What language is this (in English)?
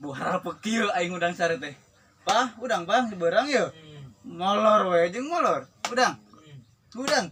Sundanese